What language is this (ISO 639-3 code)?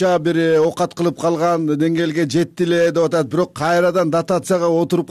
kir